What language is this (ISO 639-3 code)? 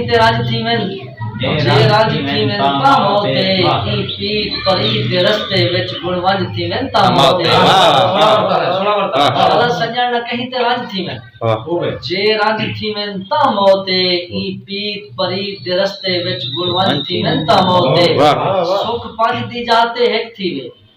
skr